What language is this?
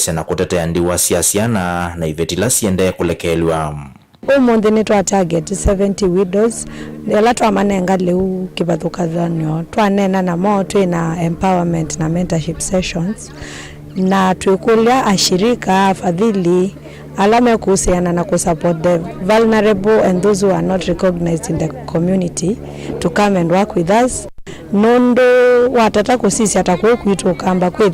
Kamba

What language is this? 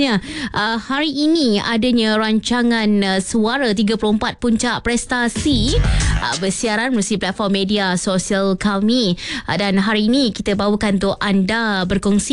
Malay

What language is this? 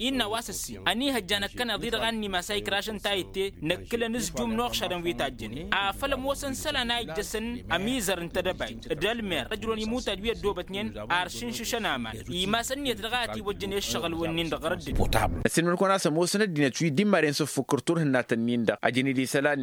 Tamasheq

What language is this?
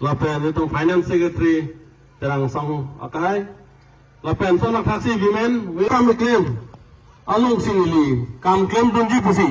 Karbi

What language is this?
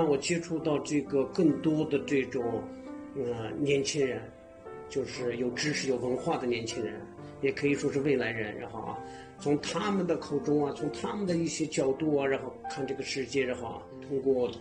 Chinese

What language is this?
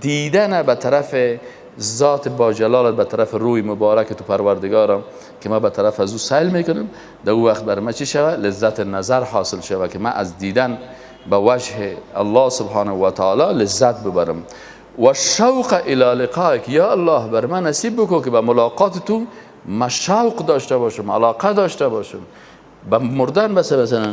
Persian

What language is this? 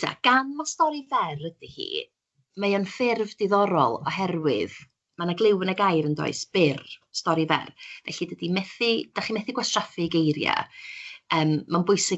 Welsh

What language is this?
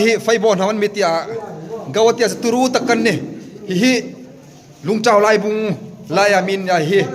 Hmar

